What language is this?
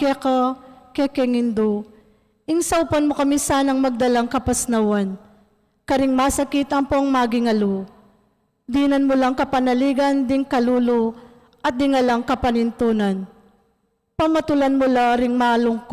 Pampanga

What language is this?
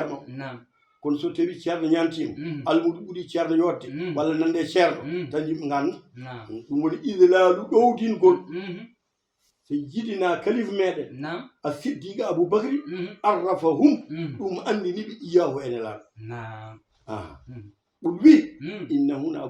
Fula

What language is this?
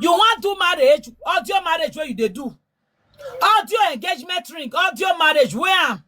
Nigerian Pidgin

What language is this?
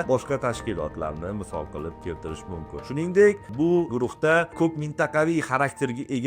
Uzbek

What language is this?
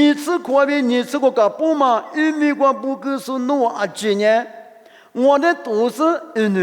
Lisu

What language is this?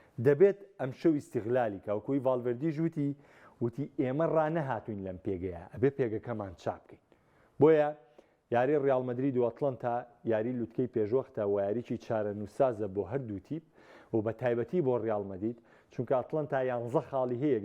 Central Kurdish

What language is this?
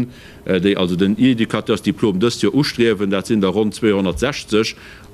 Luxembourgish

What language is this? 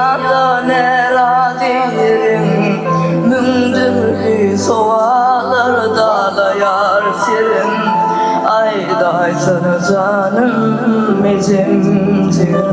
Turkmen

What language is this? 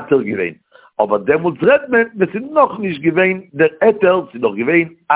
Yiddish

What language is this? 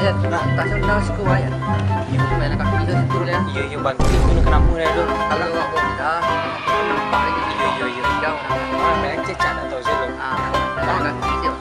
Minangkabau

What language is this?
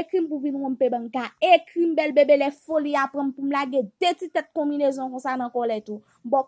Haitian Creole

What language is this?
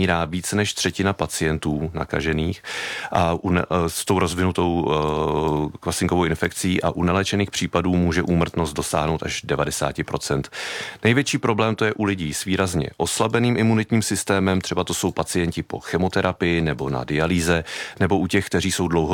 Czech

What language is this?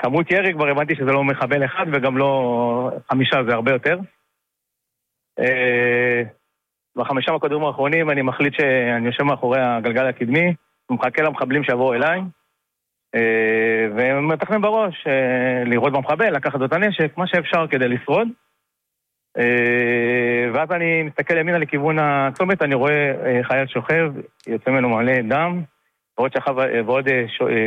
Hebrew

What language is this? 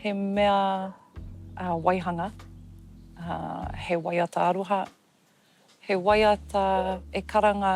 Māori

